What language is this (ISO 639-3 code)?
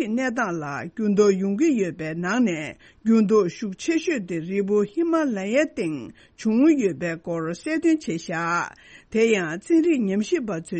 bod